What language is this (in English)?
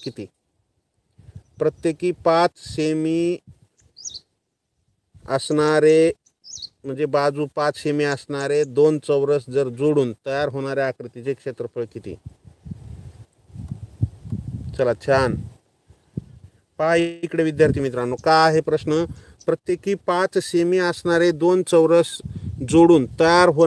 Marathi